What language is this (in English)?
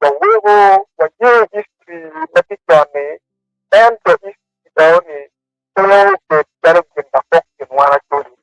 Acoli